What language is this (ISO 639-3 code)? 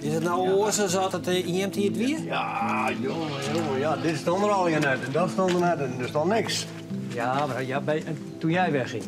fry